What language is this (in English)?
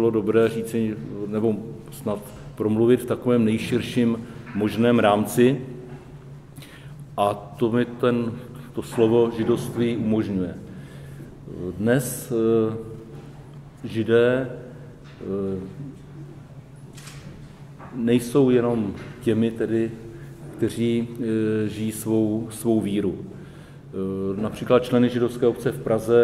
Czech